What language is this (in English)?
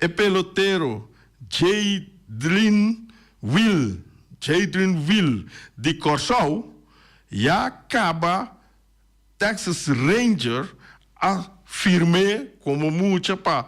Papiamento